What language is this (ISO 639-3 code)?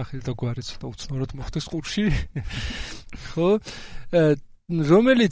kat